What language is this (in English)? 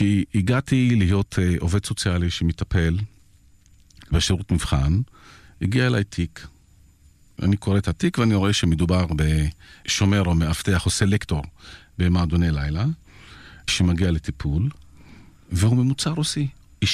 Hebrew